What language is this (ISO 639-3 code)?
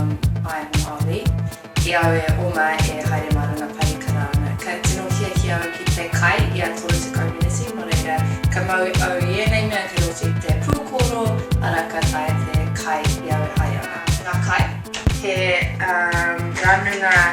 mri